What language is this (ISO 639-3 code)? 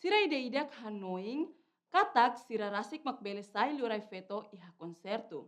tet